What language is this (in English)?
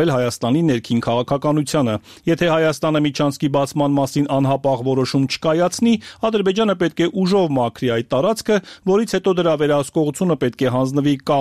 Armenian